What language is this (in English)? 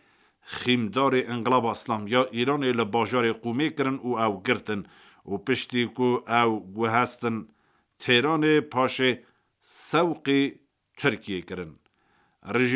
Kurdish